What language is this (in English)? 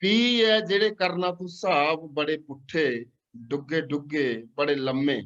Dogri